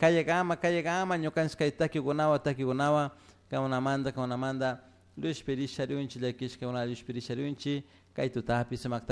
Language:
Chimborazo Highland Quichua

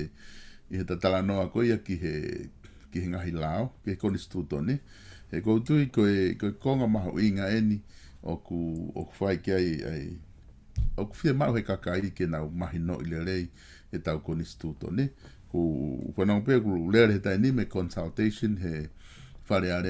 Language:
Tongan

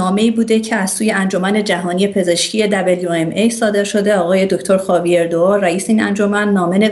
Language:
Persian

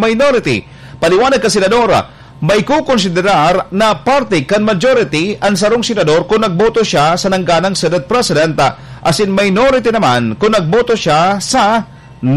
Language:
Bikol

